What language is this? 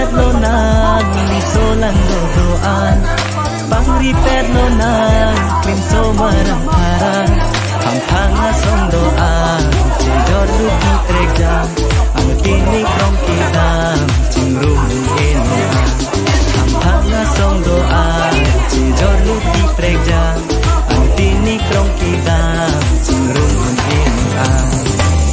Karbi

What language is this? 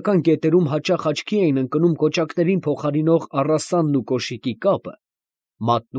Armenian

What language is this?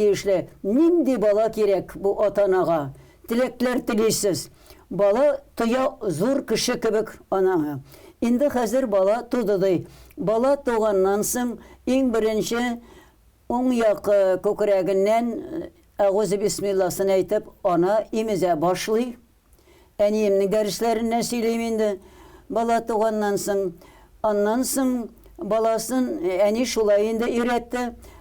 Tatar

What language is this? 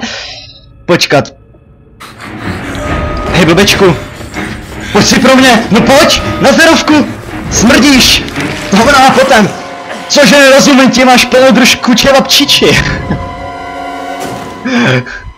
Czech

